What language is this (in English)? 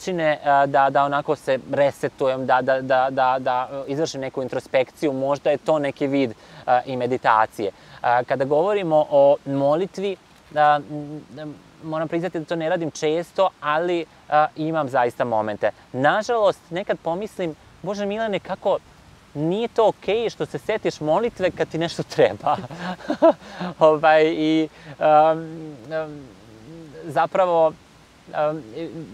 Serbian